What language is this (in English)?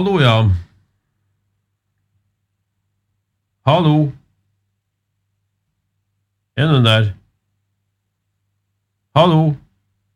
Norwegian